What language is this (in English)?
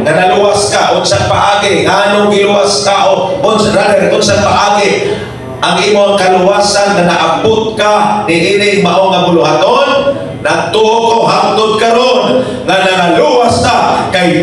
Cebuano